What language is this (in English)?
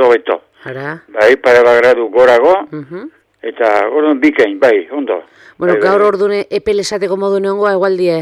Basque